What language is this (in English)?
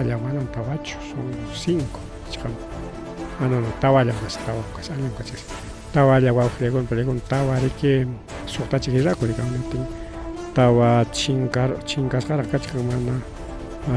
Ayacucho Quechua